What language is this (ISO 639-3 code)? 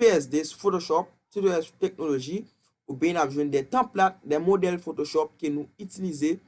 hat